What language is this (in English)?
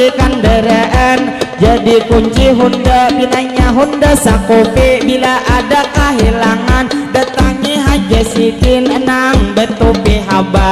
Banjar